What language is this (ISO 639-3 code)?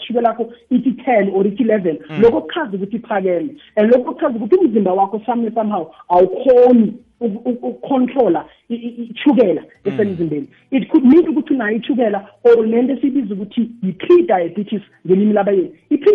nbl